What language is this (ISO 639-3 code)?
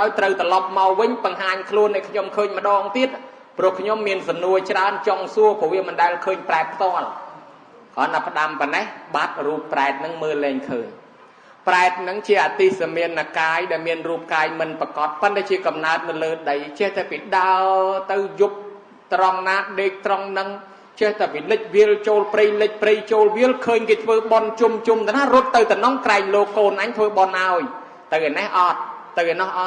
khm